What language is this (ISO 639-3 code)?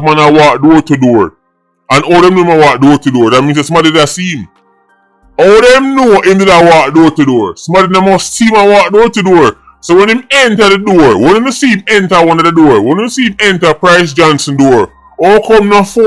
jam